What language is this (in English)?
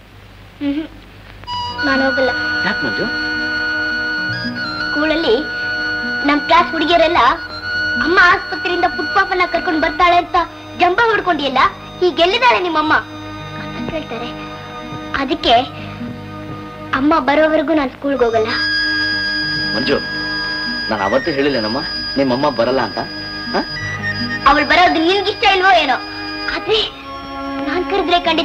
Kannada